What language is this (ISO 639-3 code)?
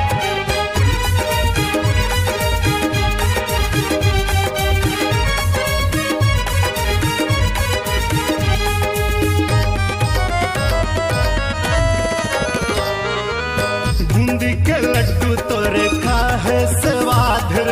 hne